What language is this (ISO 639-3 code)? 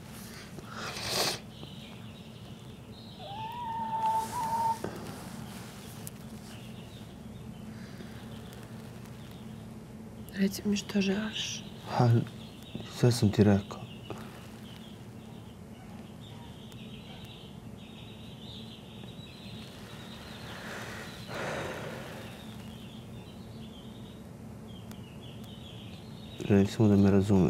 srp